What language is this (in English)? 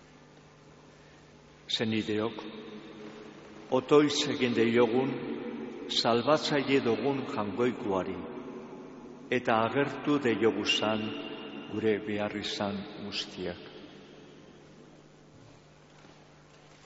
Basque